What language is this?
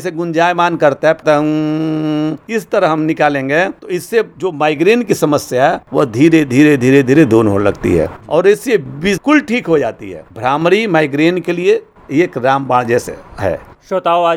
Hindi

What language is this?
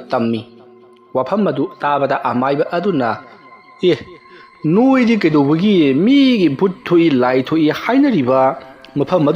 Manipuri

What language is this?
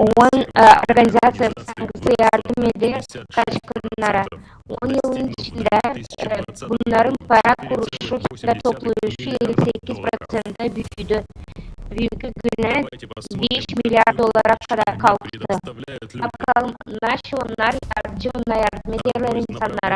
Gagauz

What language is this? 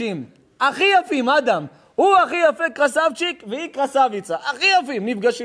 Hebrew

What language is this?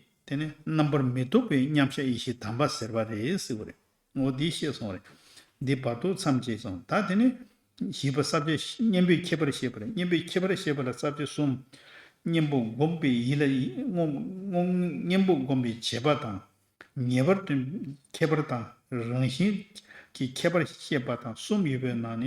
Tibetan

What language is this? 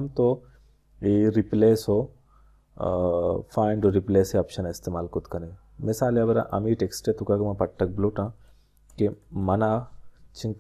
Baluchi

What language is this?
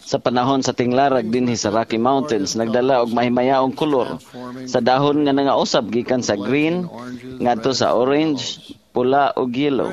Cebuano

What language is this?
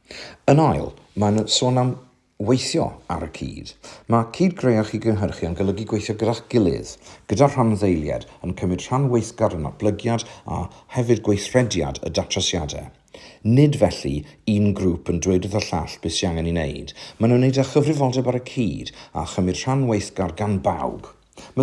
Welsh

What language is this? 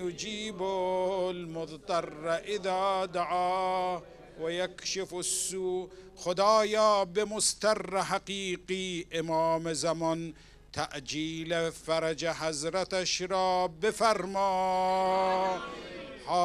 Persian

